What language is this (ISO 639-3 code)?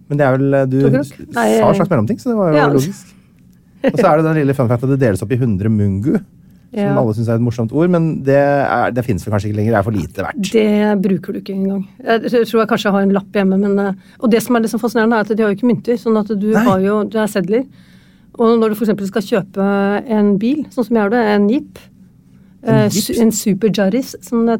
nor